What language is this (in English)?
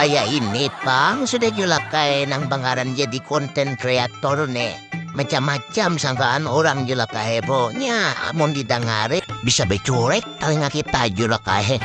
Banjar